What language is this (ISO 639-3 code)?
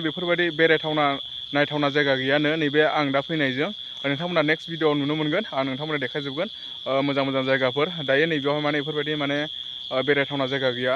brx